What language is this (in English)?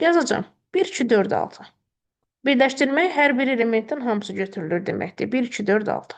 Azerbaijani